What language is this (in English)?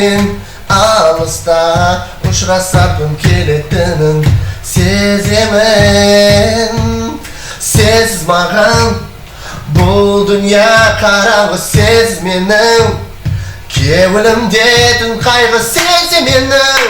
Kara-Kalpak